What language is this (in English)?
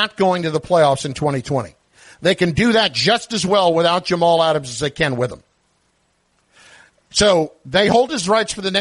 English